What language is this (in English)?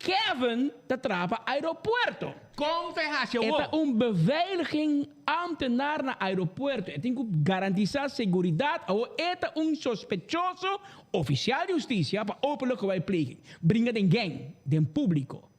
Papiamento